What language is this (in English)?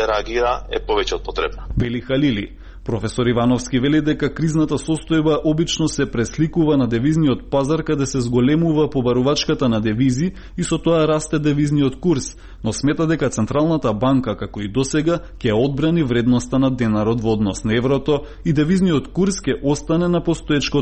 Macedonian